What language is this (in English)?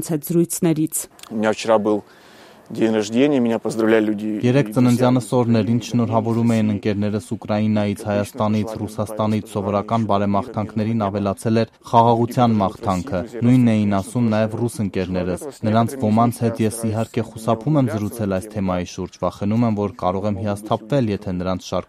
Armenian